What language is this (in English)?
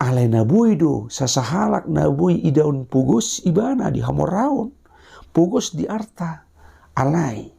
Batak Toba